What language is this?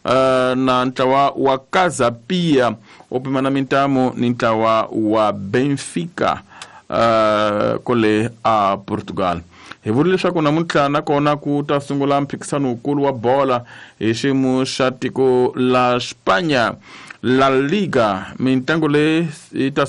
Tsonga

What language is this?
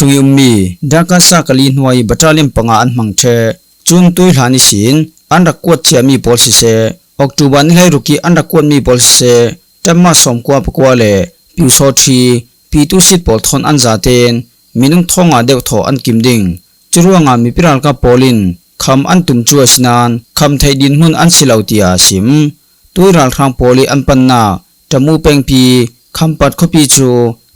Falam Chin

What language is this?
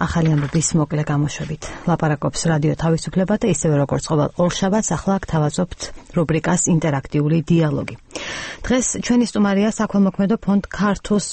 Georgian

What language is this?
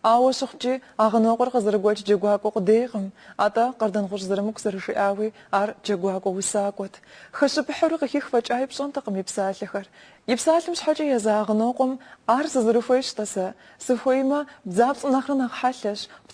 Kabardian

